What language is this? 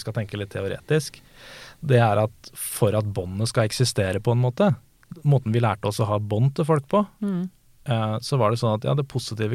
Norwegian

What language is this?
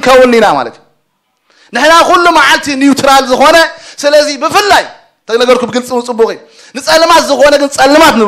Tigrinya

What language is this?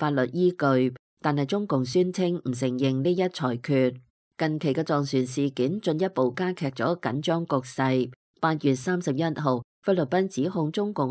Cantonese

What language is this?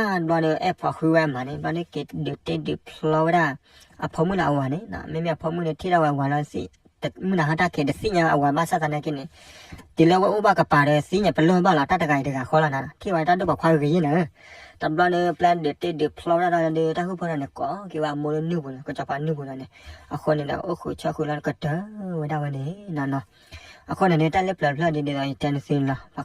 S'gaw Karen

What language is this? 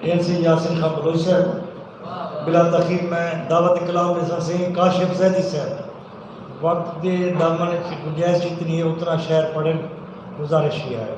Saraiki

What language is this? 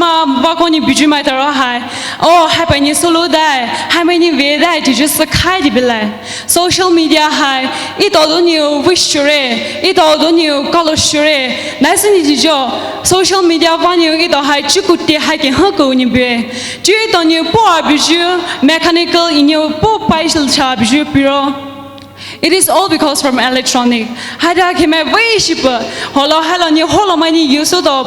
Poumei Naga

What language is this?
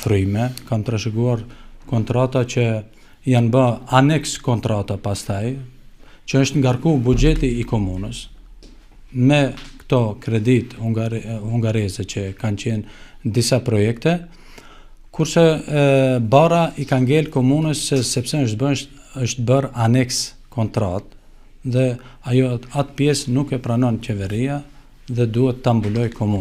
Albanian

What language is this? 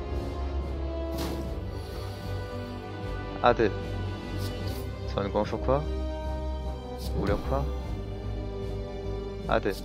Korean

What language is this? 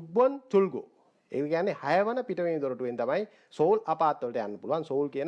Sinhala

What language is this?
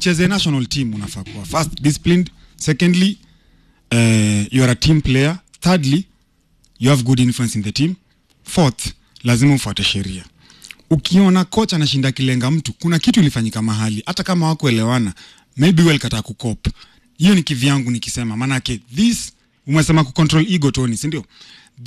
Swahili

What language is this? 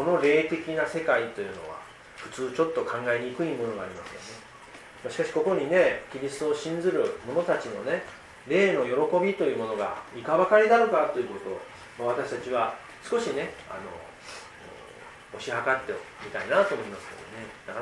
Japanese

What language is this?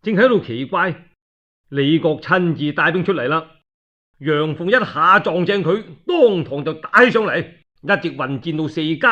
Cantonese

